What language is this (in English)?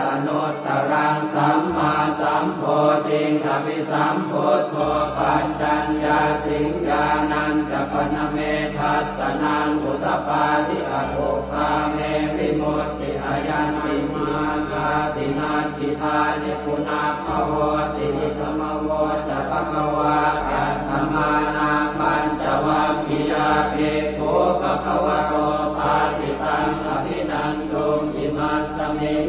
Pali